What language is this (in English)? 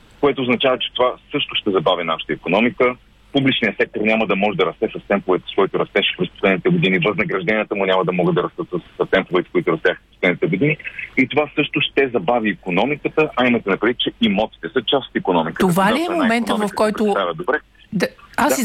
Bulgarian